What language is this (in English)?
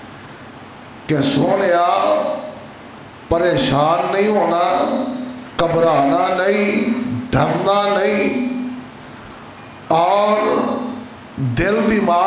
Western Panjabi